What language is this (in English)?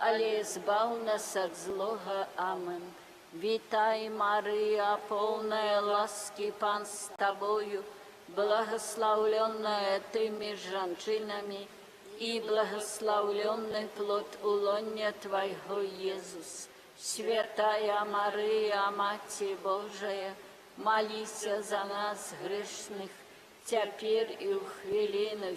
Belarusian